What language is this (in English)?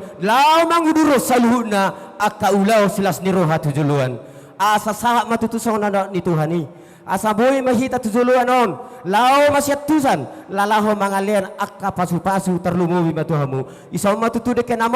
Batak Toba